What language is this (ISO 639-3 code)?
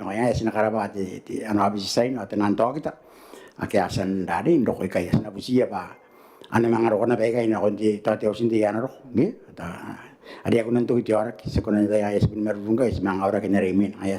gil